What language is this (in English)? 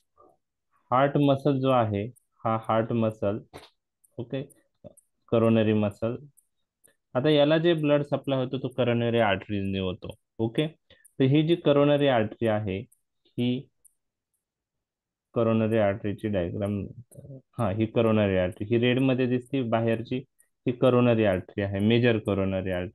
Marathi